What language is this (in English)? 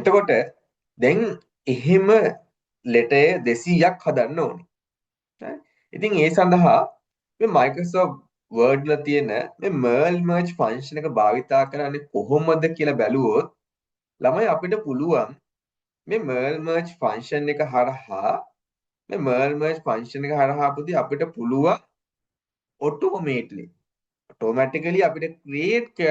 Sinhala